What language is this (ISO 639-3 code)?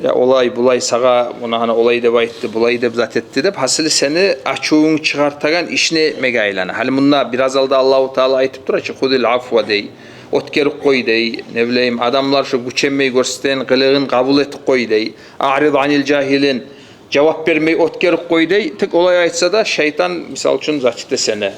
kum